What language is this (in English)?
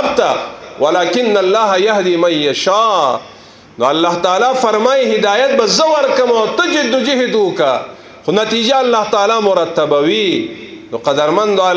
Pashto